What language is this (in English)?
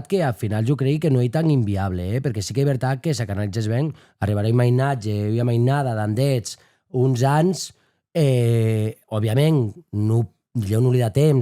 Occitan